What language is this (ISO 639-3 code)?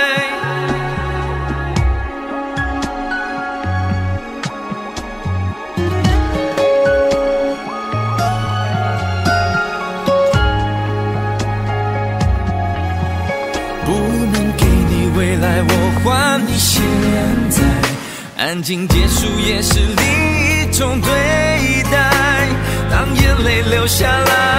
zho